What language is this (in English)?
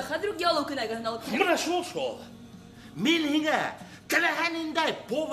Bashkir